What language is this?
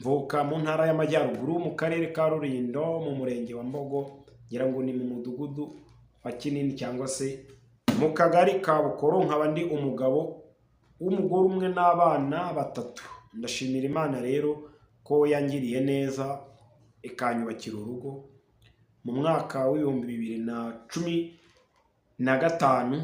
Kinyarwanda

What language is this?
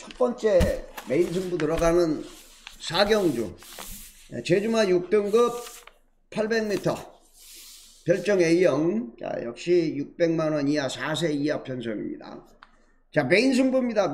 Korean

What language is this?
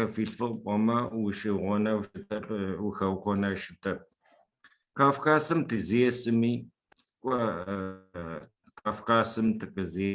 Adyghe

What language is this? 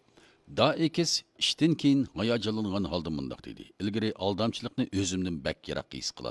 Uyghur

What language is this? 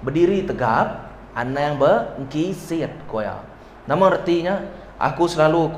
Iban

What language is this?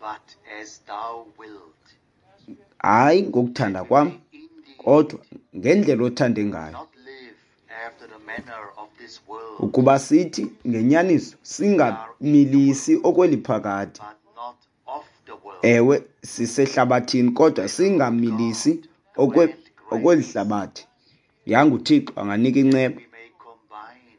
Xhosa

